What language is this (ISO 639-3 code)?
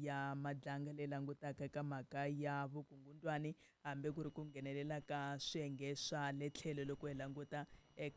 tso